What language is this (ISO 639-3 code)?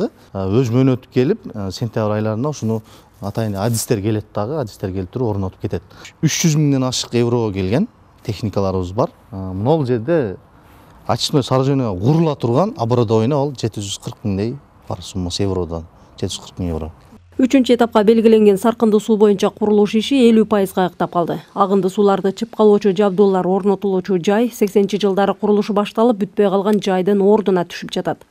kir